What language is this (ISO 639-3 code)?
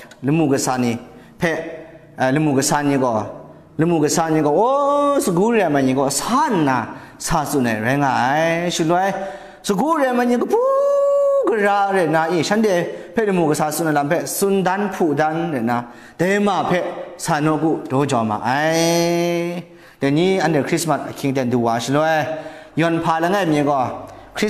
kac